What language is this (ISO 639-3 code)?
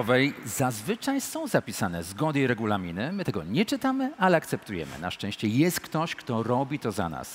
pol